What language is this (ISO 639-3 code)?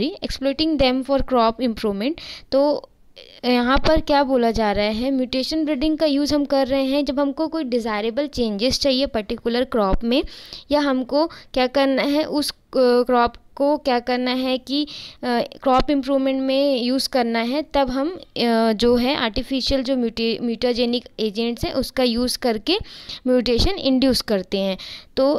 hin